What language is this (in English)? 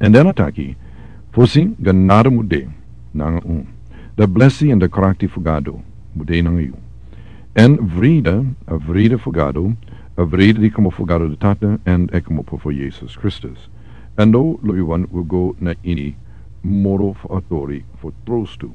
Sranan Tongo